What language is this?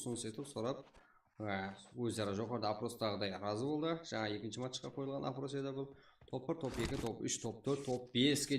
Kara-Kalpak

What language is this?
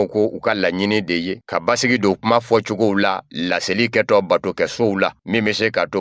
Bambara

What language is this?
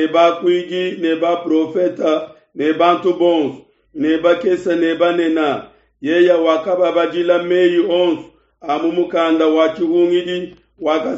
Luba-Lulua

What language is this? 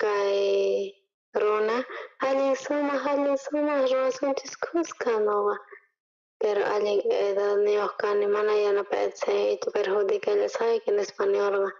South Bolivian Quechua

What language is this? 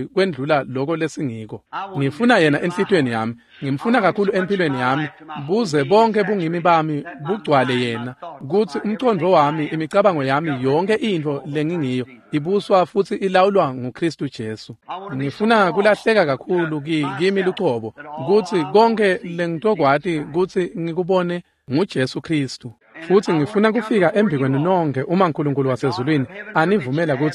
Swati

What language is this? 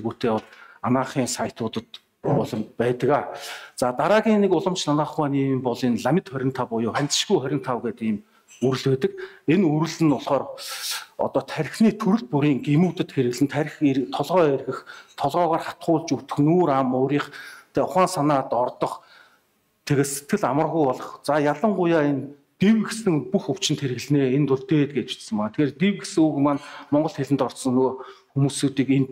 Mongolian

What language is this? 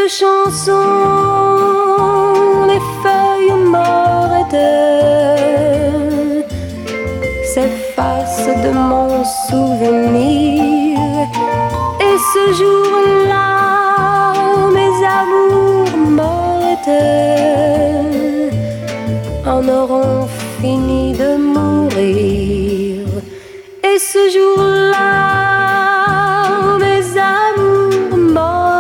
French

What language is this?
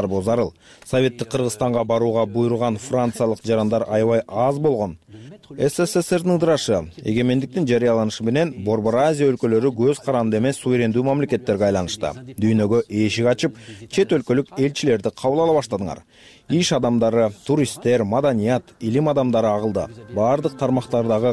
Kyrgyz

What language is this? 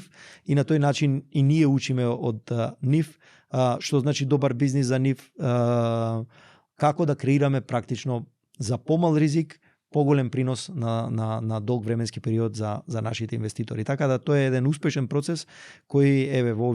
Macedonian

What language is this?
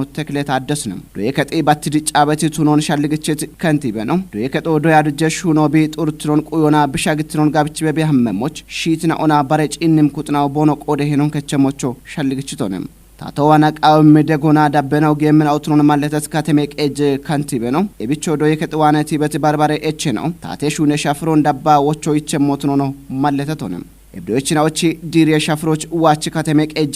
Kafa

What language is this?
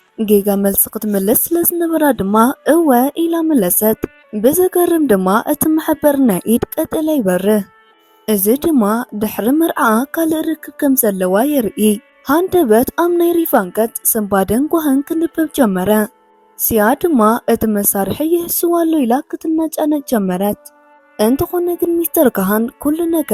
Tigrinya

